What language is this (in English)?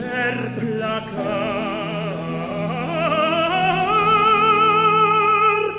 Italian